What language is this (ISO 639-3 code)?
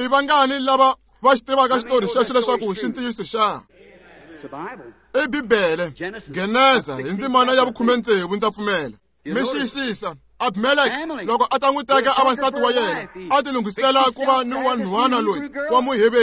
tso